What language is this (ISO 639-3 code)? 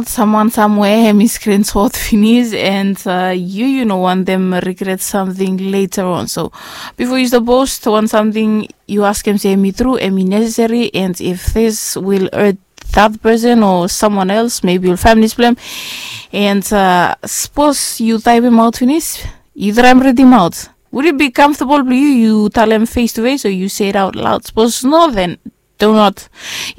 bis